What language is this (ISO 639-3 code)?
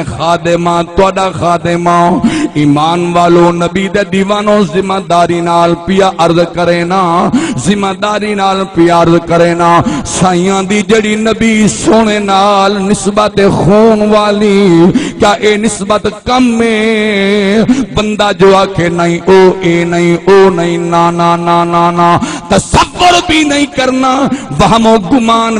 skr